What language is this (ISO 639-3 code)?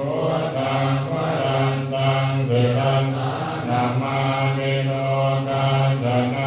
pli